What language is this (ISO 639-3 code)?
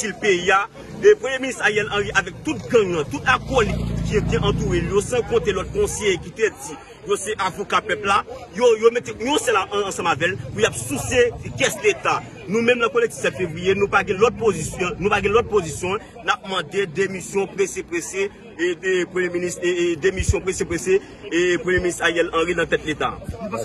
hat